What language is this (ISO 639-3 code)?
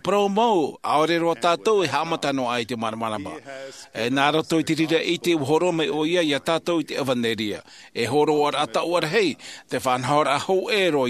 tah